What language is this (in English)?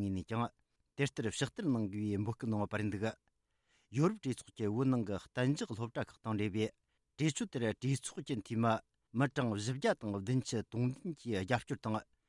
Tibetan